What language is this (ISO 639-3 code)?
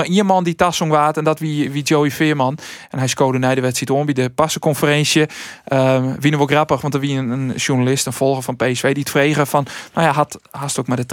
fry